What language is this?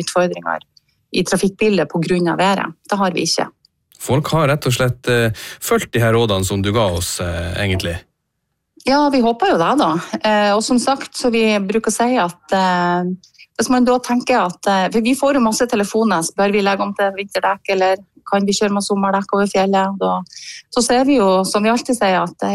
Norwegian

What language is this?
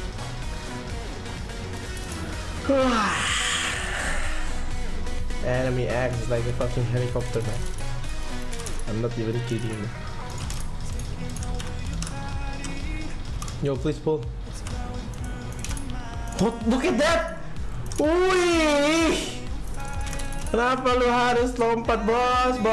English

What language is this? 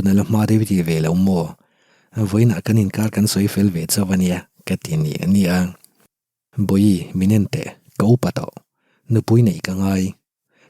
Mizo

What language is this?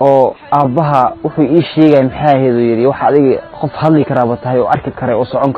Somali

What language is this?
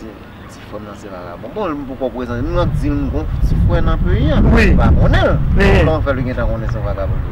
Haitian Creole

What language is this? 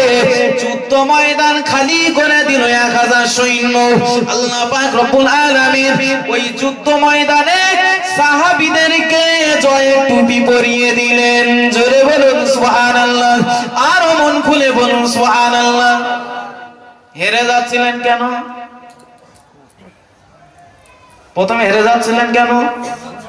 Bangla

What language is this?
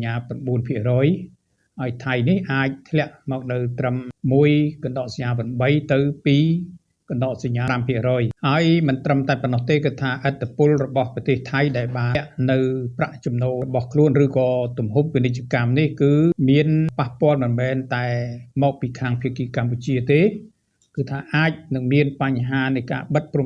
Khmer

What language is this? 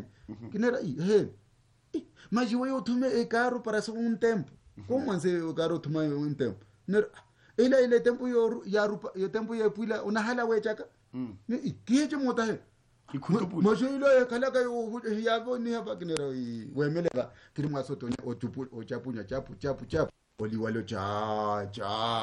Swahili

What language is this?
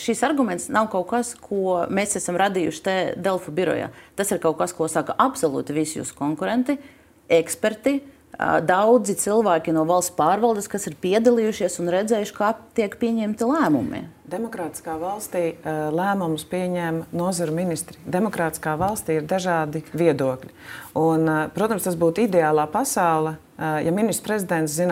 Latvian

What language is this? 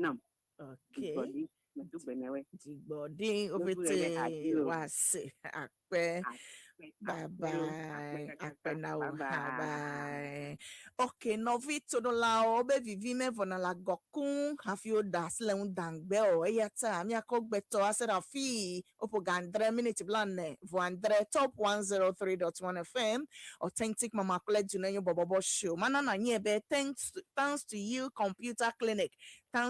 Ewe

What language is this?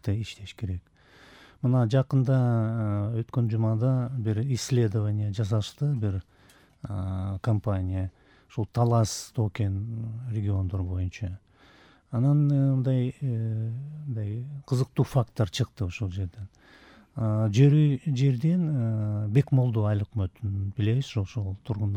Kyrgyz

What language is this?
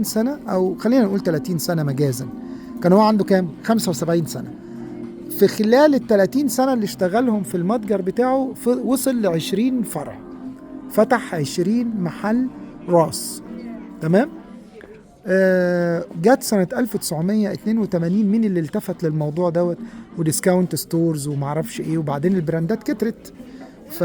Egyptian Arabic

